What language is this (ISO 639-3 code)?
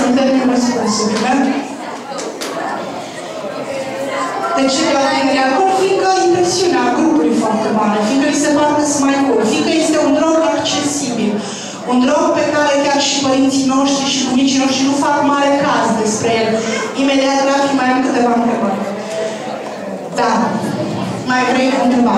ron